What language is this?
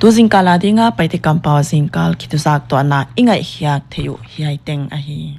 Paite Chin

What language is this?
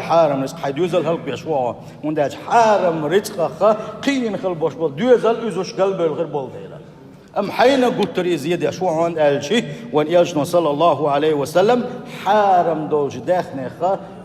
Chechen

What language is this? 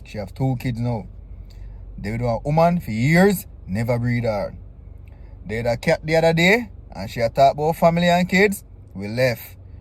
Jamaican Creole English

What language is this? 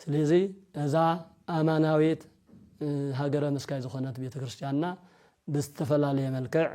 Tigrinya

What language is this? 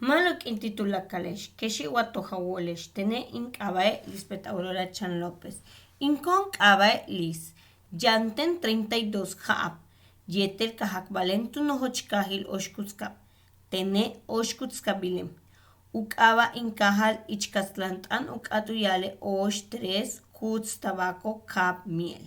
Yucateco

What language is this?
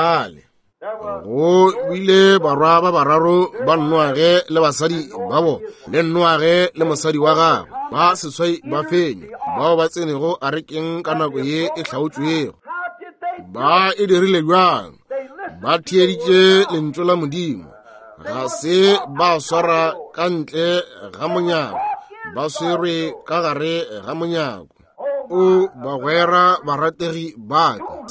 Northern Sotho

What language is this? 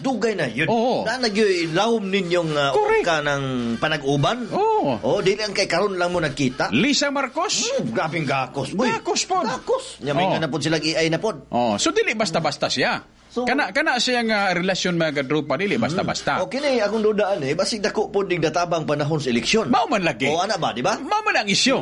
Cebuano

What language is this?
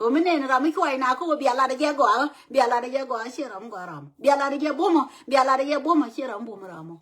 Nuer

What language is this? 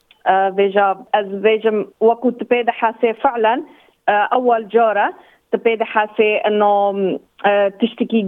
Kurdish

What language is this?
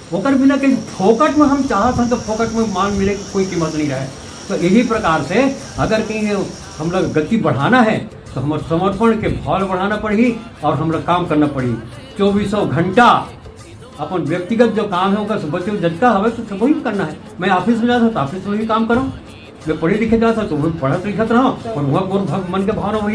Chhattisgarhi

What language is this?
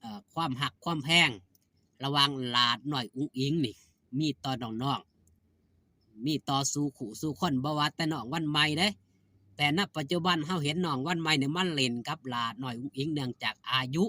Northeastern Thai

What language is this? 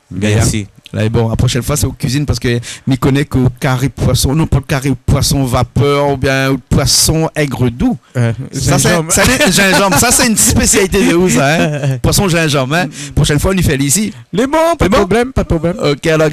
Réunion Creole French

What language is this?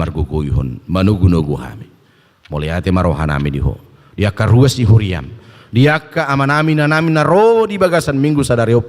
Batak Toba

